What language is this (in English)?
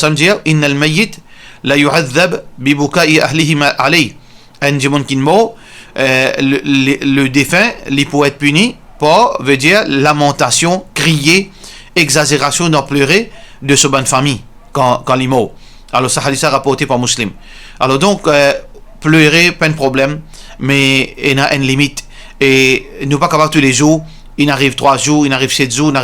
Morisyen